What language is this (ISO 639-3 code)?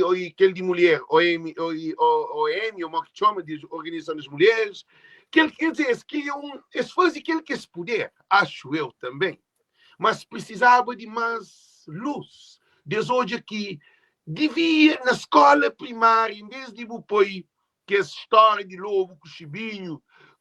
kea